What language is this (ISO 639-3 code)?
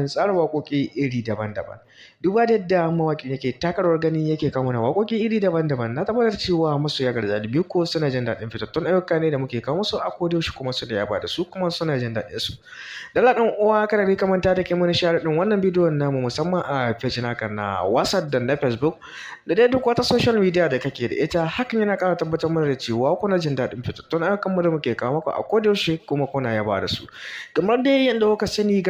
hau